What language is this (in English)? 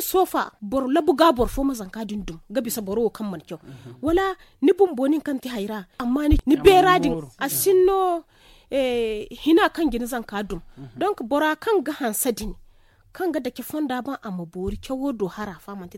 Zarma